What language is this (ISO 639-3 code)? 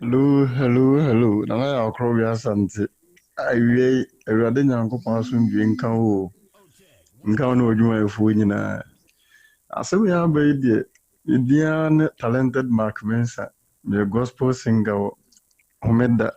aka